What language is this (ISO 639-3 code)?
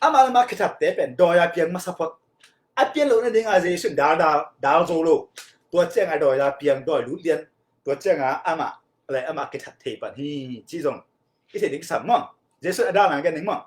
ctd